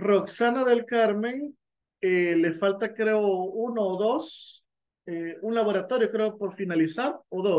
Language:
Spanish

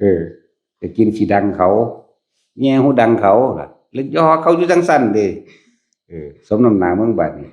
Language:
Northeastern Thai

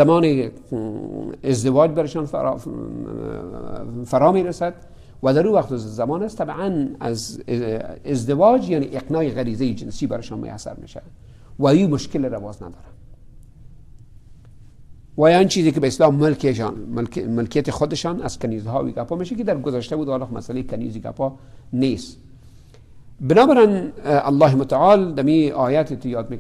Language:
Persian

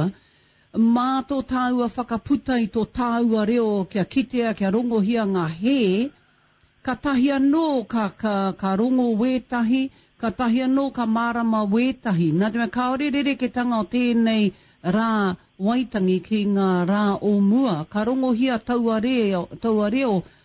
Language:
Māori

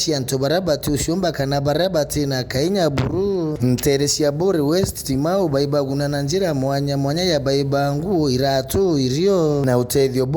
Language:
Meru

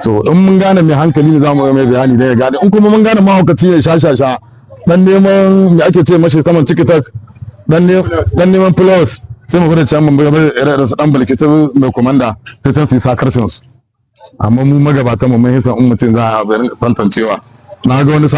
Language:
Hausa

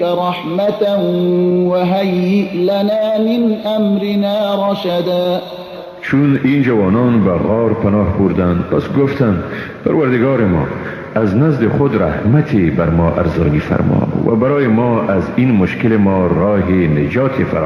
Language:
Persian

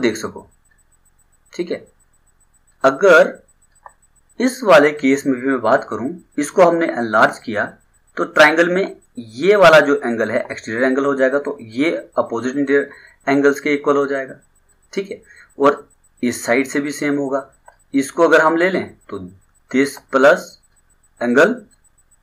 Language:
Hindi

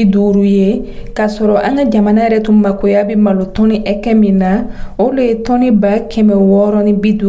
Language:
Dyula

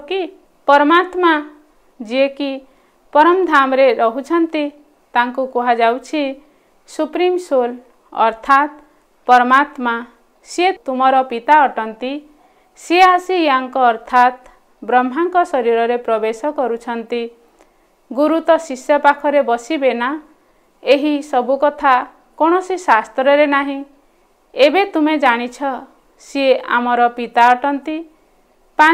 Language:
Odia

